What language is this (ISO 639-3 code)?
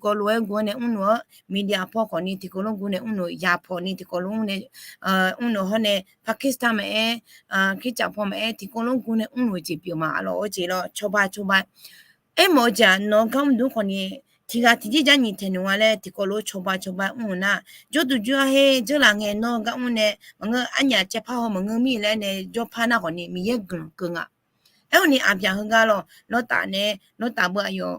ahk